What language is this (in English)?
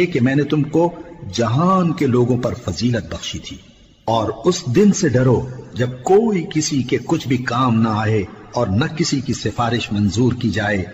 Urdu